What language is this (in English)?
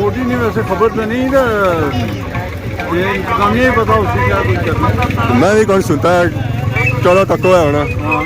Pahari-Potwari